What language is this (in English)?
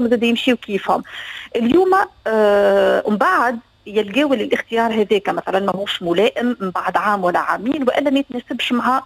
Tunisian Arabic